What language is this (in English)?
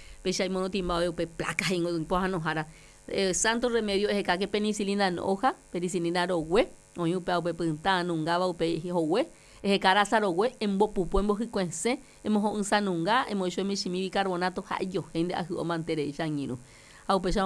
Guarani